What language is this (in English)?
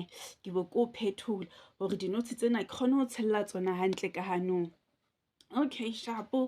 Southern Sotho